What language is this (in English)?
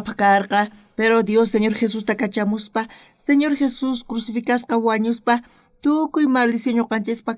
South Bolivian Quechua